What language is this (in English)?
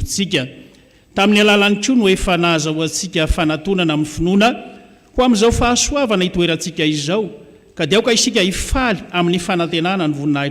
Malagasy